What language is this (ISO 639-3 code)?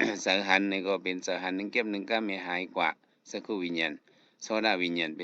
shn